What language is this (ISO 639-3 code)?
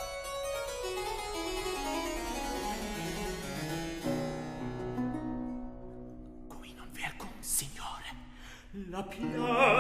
ita